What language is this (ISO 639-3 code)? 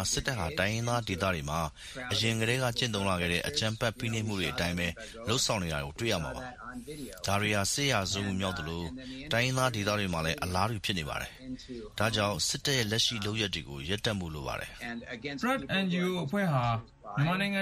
mya